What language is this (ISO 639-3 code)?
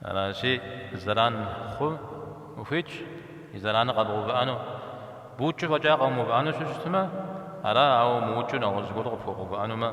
kbd